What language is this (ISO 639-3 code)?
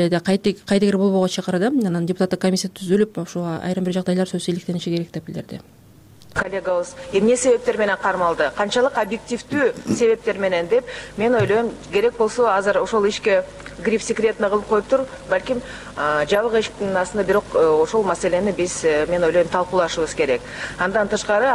kir